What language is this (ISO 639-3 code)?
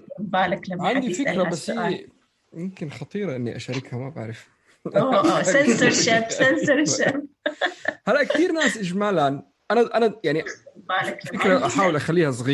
apc